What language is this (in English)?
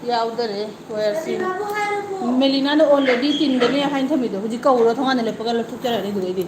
Manipuri